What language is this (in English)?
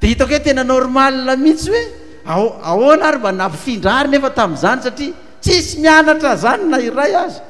Malagasy